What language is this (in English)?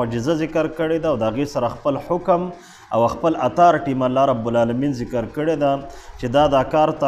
Pashto